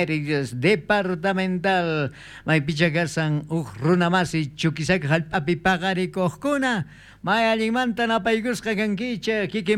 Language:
South Bolivian Quechua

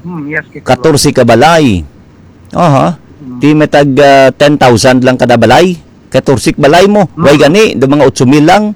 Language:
Hiligaynon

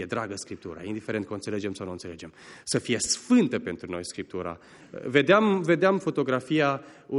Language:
Romanian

